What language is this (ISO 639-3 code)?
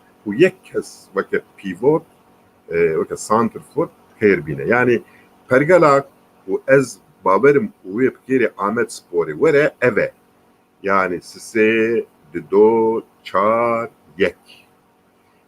kur